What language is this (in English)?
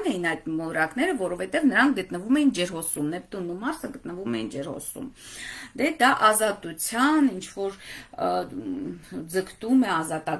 Armenian